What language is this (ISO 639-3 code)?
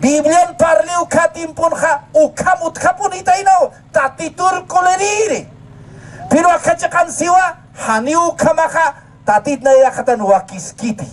aym